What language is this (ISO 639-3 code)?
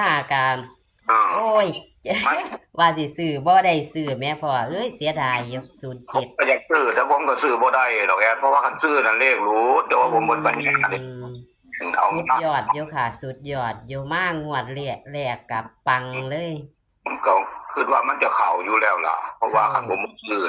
tts